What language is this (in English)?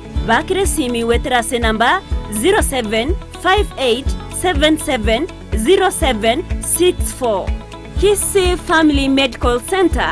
Gusii